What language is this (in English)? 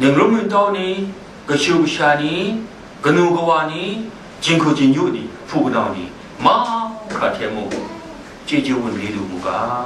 Kachin